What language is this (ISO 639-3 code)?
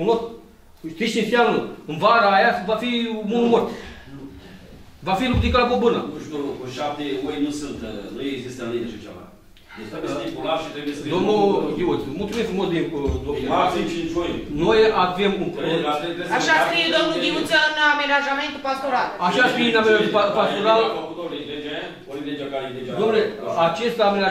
ron